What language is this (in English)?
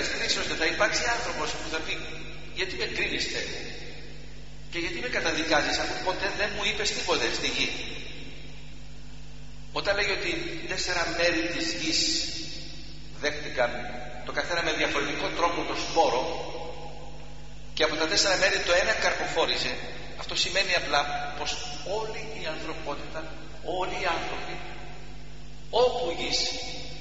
Greek